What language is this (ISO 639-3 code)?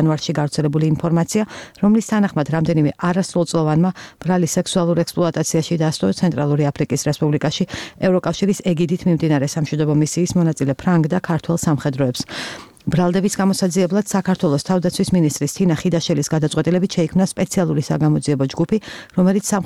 kat